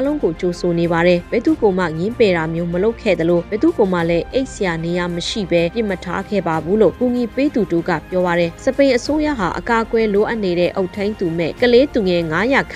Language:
Burmese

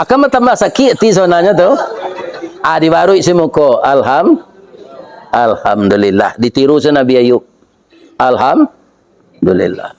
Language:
Minangkabau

